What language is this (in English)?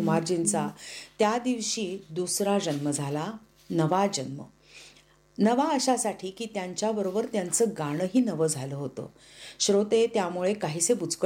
Marathi